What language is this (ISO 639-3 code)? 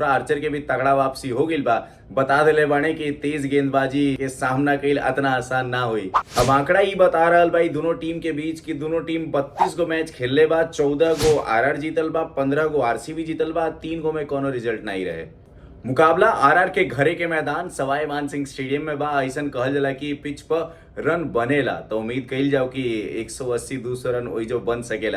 bho